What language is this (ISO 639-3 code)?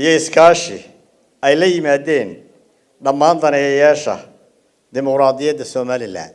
som